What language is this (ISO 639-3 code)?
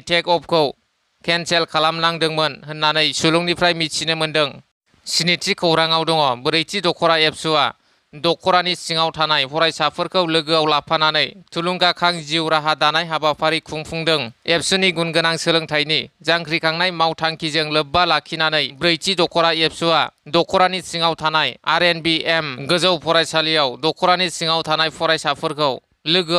brx